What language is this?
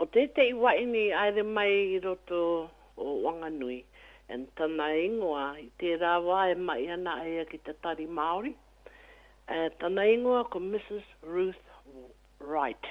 Māori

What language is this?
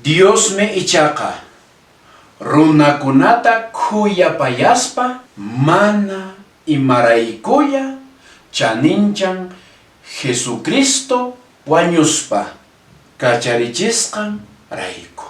Quechua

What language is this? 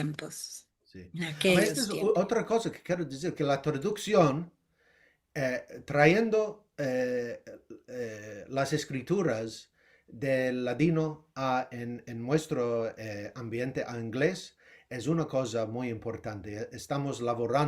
Ladino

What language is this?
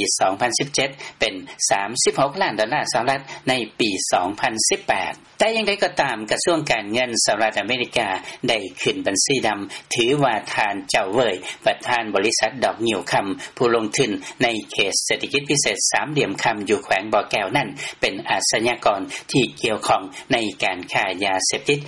Lao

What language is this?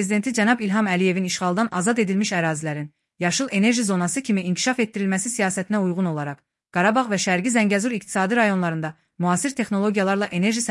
Azerbaijani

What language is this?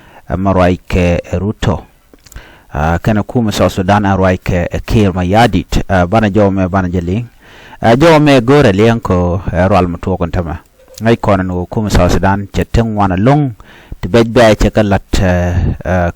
Nuer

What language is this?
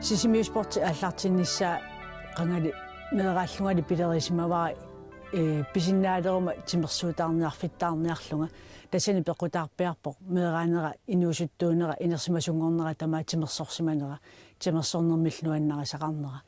Kalaallisut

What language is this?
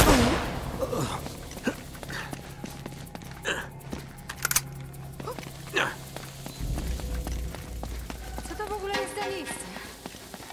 Polish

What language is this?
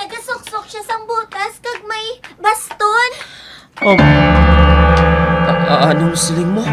Hiligaynon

